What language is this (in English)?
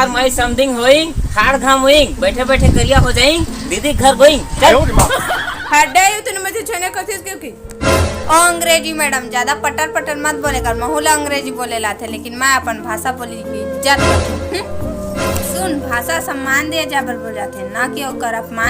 Chhattisgarhi